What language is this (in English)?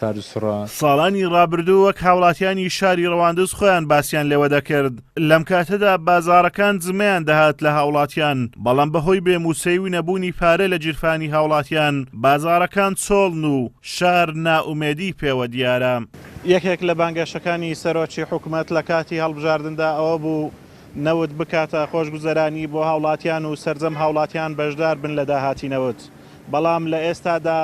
Central Kurdish